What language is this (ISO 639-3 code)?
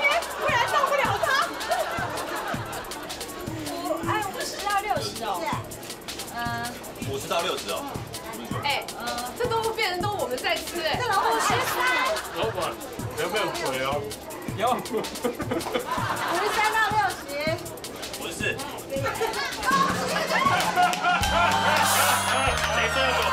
zho